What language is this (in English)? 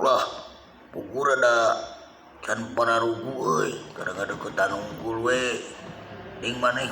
Sundanese